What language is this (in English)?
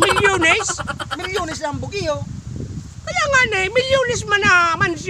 Bikol